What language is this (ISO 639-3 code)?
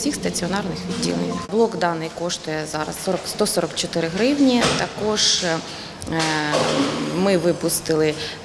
ukr